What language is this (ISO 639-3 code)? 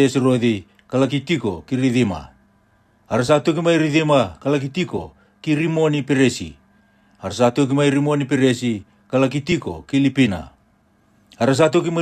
fij